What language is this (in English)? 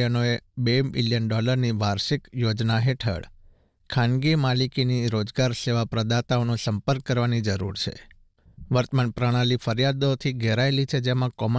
Gujarati